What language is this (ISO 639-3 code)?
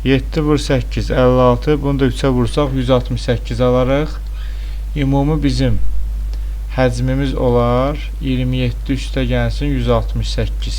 aze